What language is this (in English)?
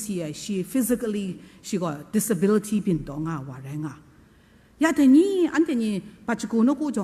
Kachin